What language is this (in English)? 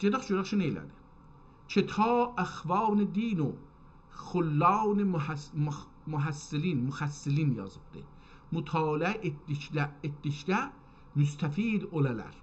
South Azerbaijani